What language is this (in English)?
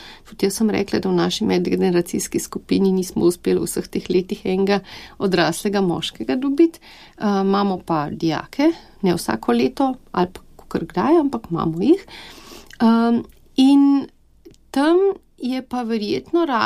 Slovenian